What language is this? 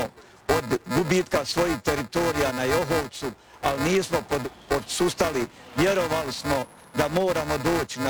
Croatian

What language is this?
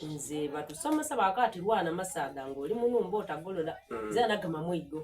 Soga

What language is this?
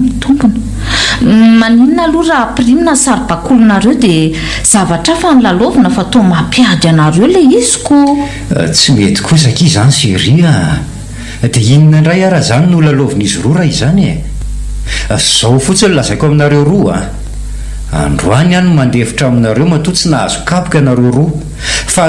Malagasy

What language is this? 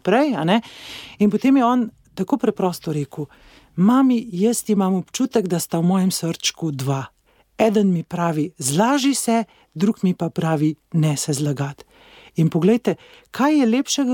Slovenian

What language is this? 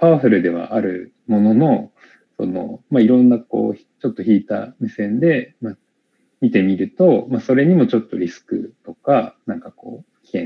Japanese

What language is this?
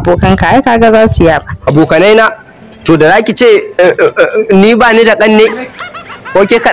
Hausa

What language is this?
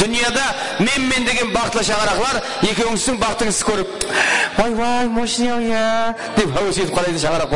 Kara-Kalpak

